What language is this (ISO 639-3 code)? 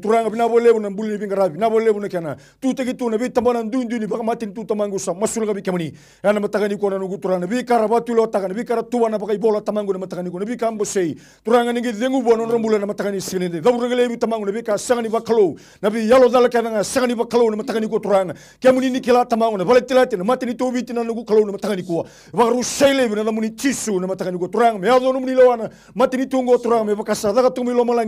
fij